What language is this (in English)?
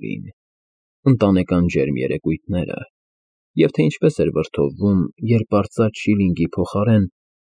Armenian